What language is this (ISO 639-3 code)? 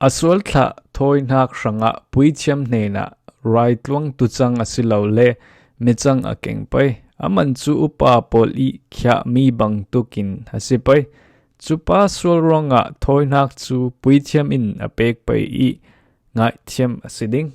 cfm